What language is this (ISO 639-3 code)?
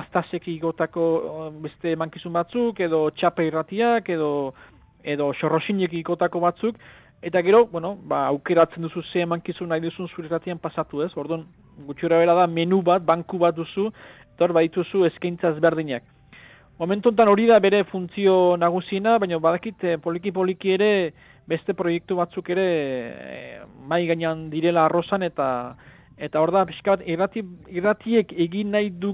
eus